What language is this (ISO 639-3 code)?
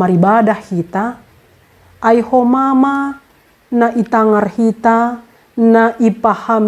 bts